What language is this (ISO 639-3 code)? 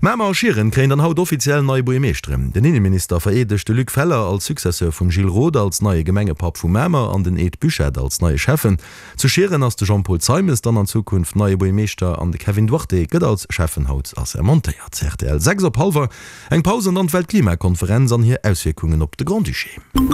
ltz